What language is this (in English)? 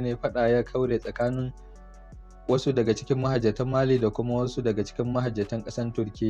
Hausa